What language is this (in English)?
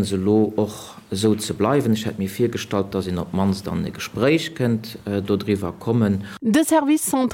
Luxembourgish